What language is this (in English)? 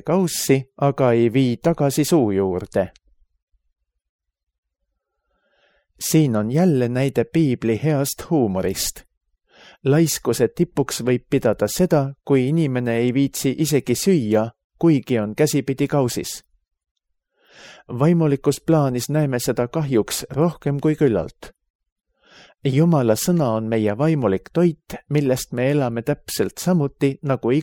Estonian